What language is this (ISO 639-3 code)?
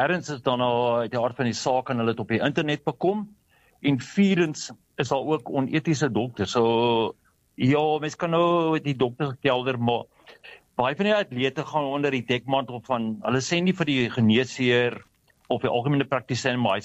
afr